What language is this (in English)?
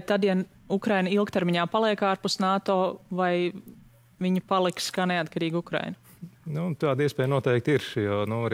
Latvian